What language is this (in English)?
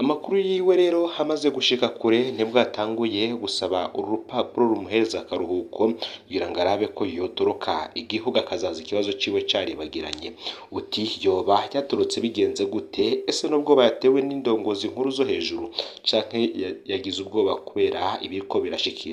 Rundi